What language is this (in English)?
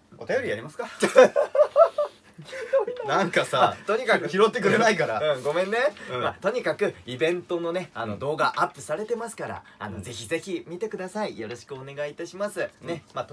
Japanese